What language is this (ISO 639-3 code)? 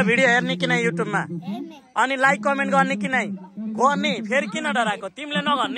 nep